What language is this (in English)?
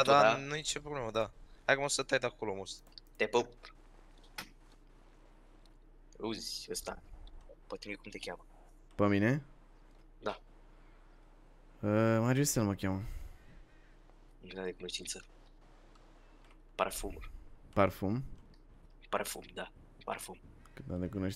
Romanian